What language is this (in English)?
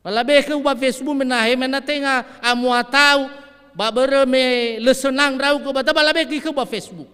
Nias